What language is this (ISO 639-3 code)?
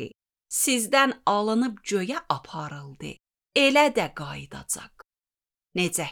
aze